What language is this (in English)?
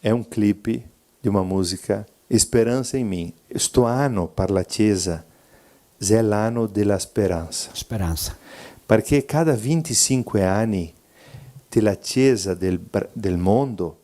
Venetian